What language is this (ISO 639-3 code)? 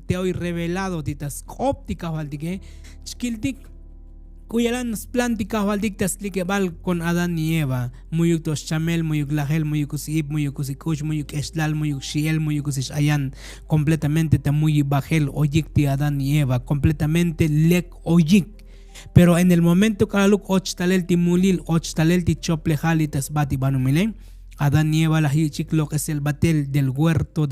tzo